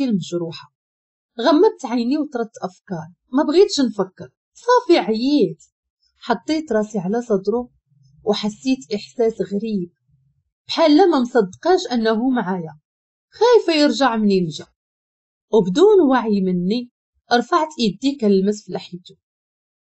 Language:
Moroccan Arabic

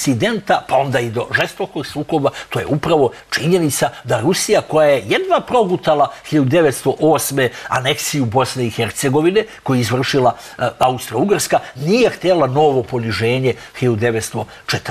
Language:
Serbian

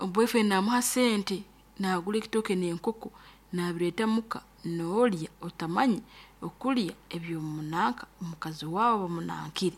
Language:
Nyankole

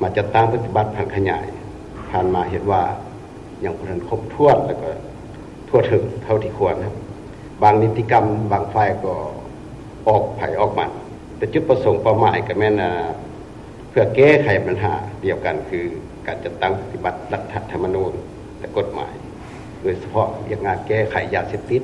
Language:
Lao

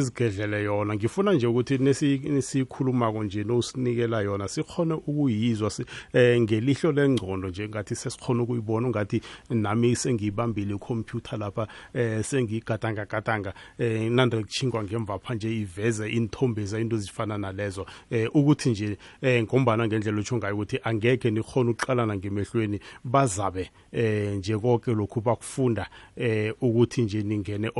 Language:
South Ndebele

